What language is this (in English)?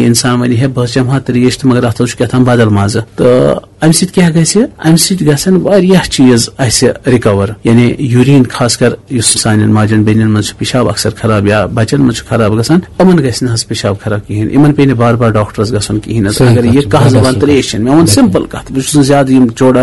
Kashmiri